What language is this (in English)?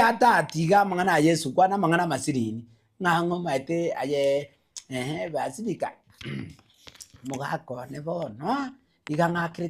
Gusii